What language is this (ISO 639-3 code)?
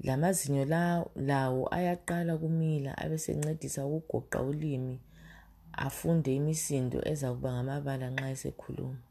nde